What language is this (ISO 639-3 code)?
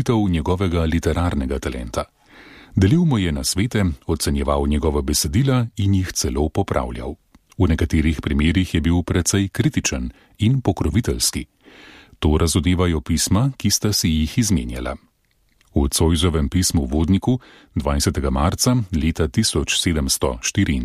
slv